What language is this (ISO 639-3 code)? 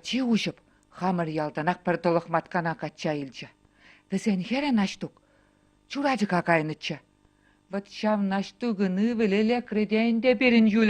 chv